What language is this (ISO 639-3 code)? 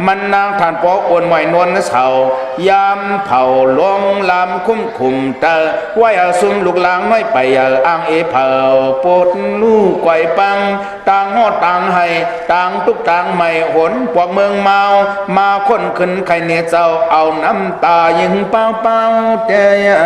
shn